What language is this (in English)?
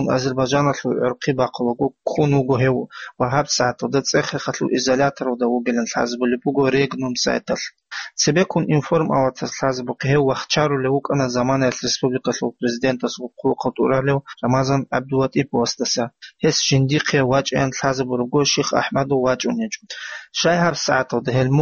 Avaric